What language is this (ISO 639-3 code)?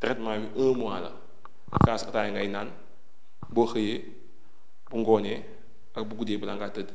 wol